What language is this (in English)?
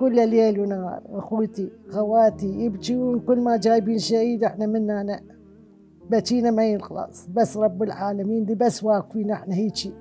Mesopotamian Arabic